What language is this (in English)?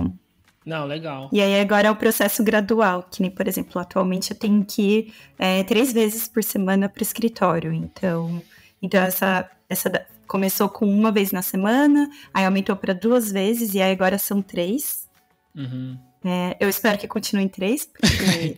Portuguese